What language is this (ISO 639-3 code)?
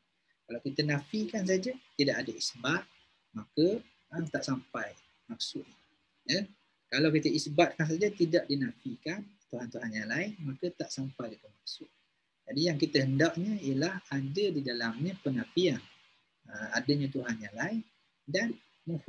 msa